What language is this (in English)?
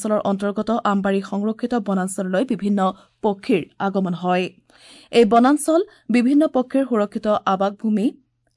Assamese